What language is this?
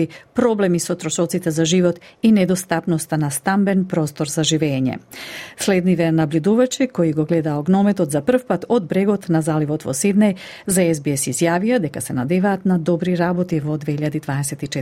Macedonian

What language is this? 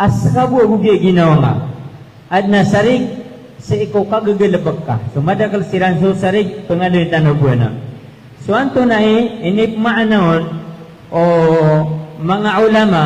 Maranao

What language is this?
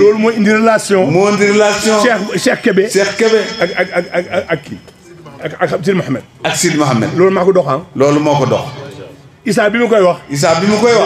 Wolof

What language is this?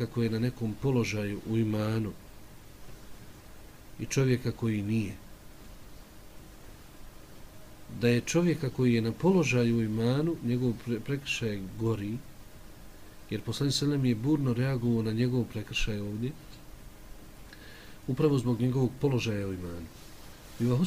Bosnian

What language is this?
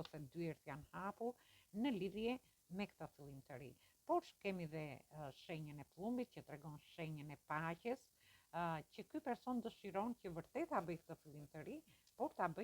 Albanian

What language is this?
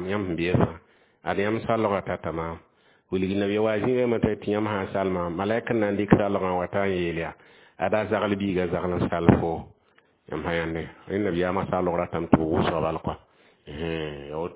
Mossi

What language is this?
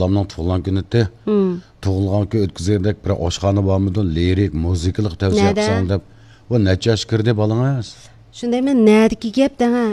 Uyghur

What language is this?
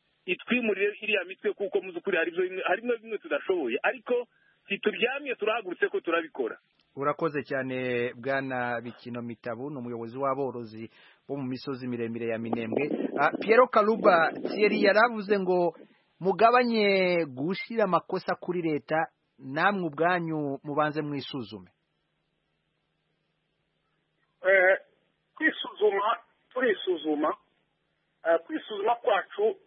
Kinyarwanda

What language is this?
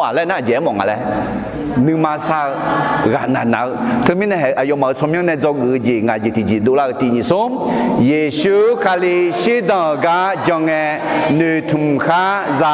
Akha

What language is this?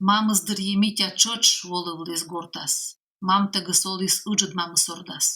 Komi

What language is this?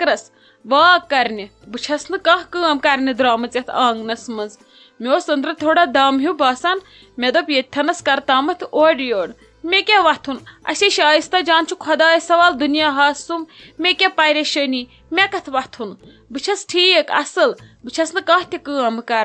Kashmiri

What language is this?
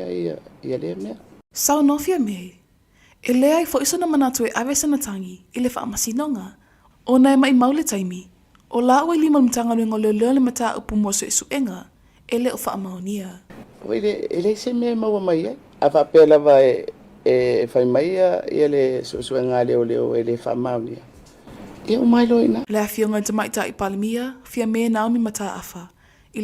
Samoan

